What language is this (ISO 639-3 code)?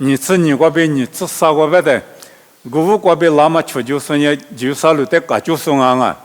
lis